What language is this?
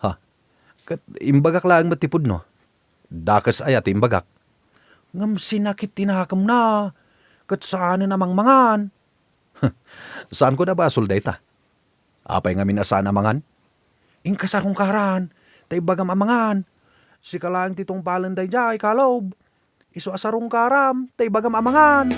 Iloko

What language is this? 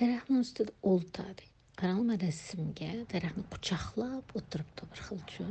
Uyghur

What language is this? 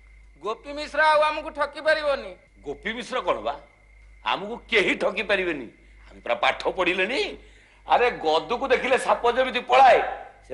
Odia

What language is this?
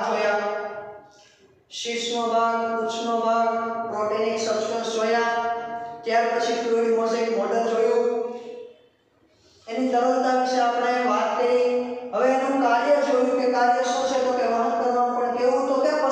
Gujarati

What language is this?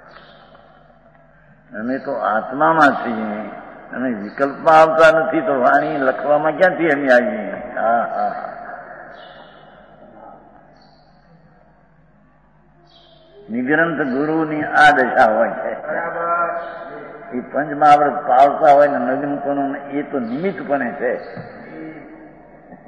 Gujarati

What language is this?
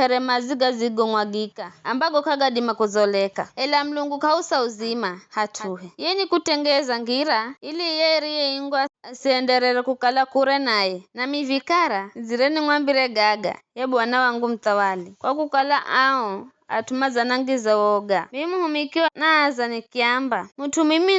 Giryama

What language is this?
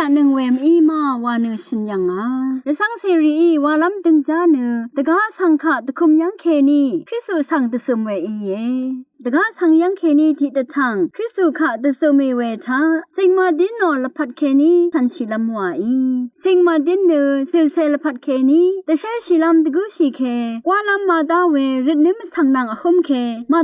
Rawang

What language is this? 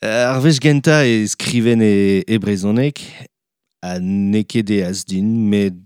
Breton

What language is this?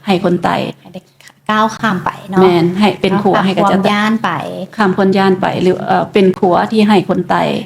Lao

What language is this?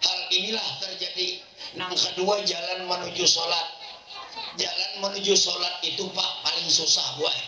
Banjar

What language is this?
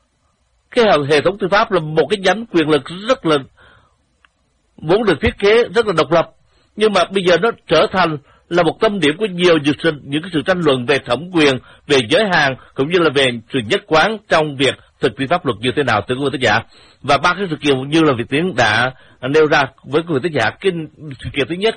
Vietnamese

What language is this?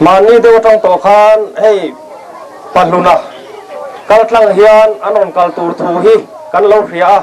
Mizo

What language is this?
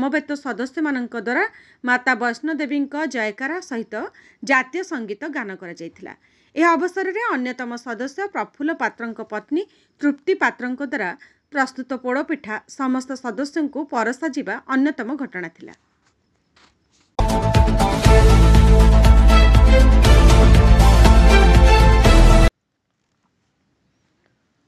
Odia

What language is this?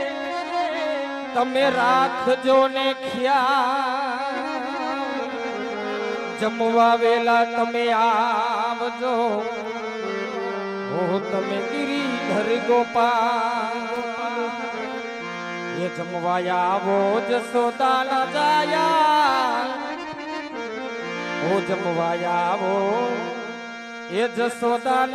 Gujarati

